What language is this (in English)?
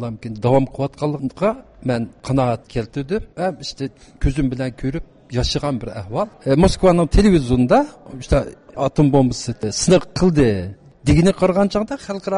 Uyghur